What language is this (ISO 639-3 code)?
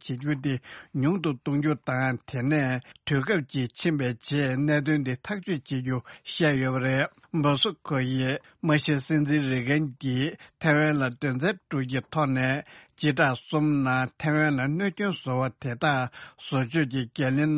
bod